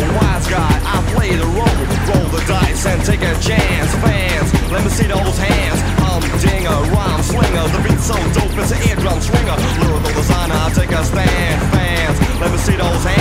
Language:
English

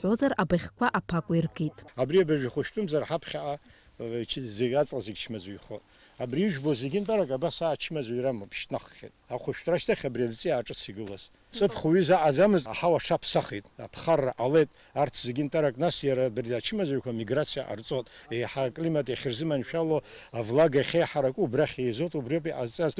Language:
Abkhazian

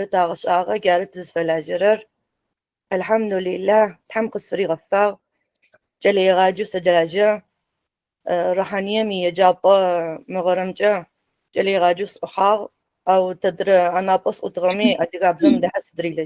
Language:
Adyghe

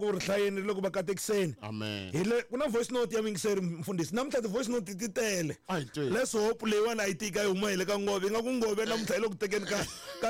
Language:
Tsonga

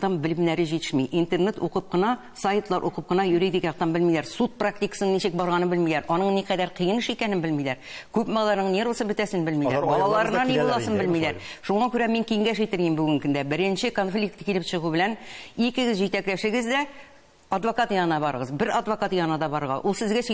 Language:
Tatar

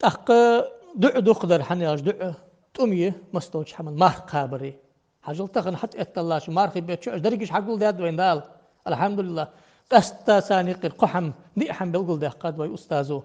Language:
Ingush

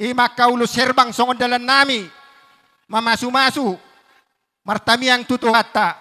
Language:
Batak Toba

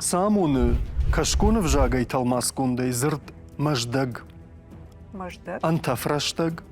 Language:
Ossetic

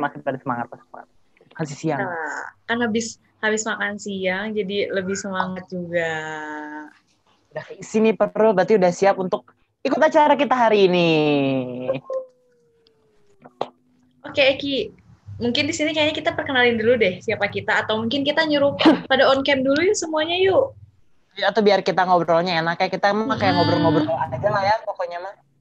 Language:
Indonesian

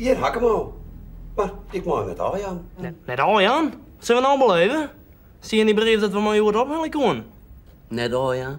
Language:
Western Frisian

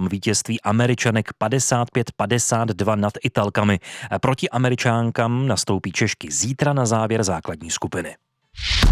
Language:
Czech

